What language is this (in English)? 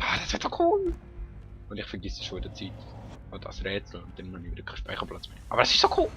Swiss German